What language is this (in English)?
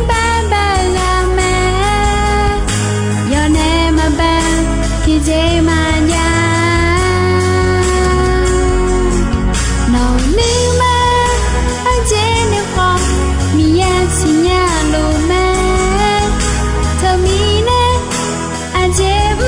Akha